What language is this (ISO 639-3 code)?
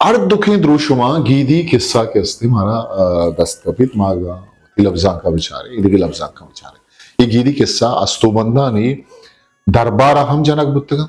bgp